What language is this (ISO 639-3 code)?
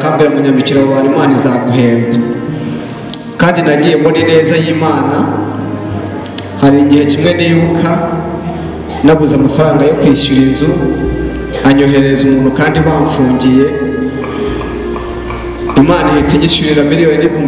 kin